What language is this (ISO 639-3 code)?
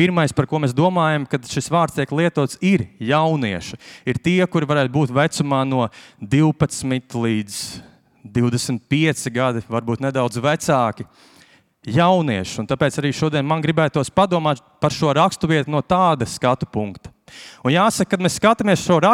lav